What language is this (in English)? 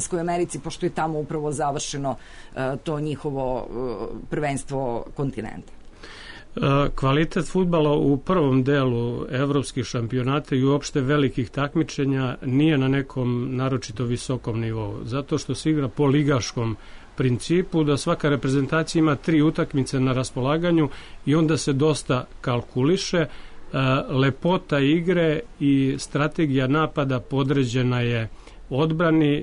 Serbian